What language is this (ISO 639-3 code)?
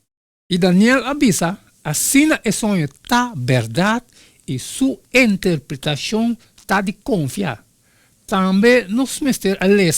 pap